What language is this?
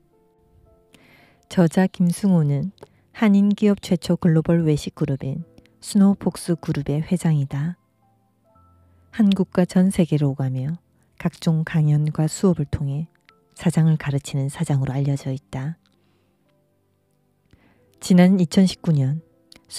Korean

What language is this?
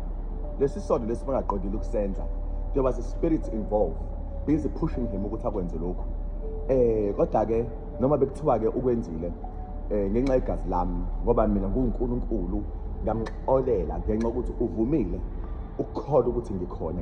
Zulu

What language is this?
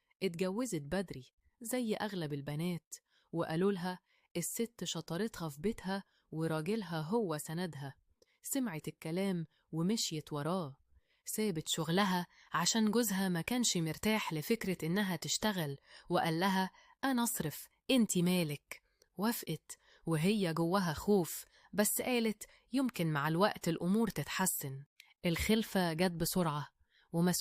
Egyptian Arabic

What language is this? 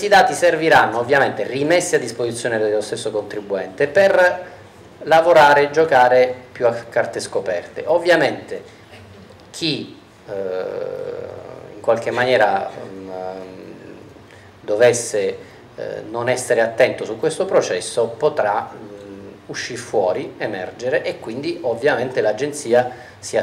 Italian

